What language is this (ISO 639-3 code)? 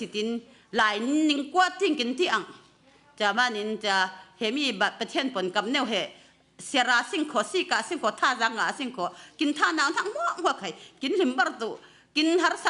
cfm